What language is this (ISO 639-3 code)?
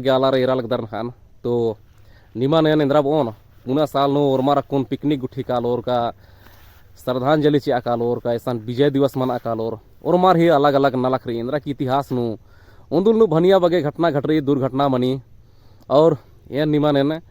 kru